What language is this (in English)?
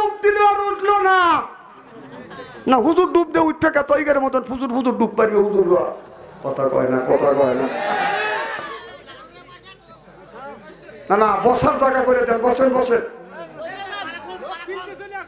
Bangla